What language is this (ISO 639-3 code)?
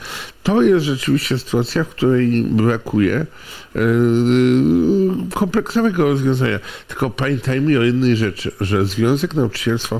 pol